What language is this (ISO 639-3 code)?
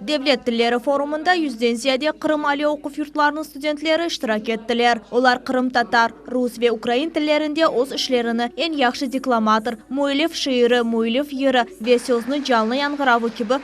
crh